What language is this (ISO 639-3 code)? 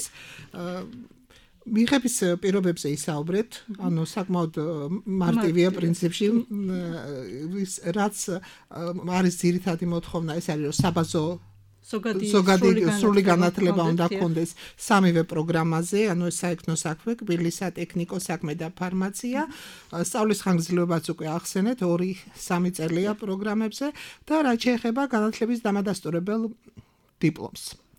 kat